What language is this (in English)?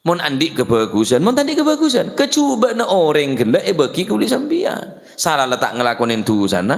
Madurese